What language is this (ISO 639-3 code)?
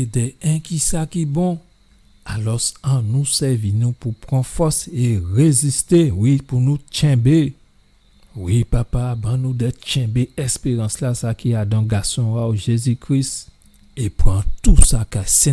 gcf